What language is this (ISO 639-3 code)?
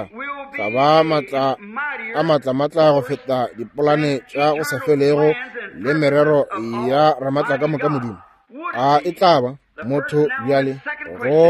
nso